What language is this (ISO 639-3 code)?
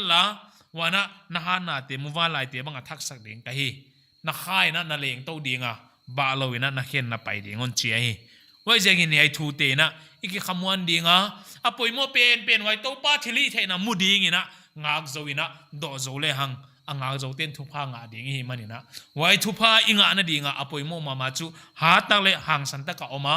pck